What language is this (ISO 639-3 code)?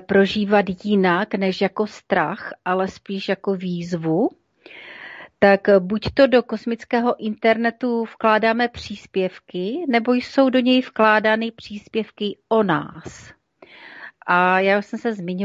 ces